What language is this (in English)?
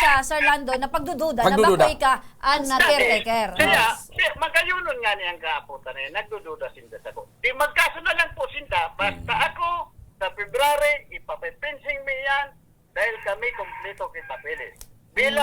Bikol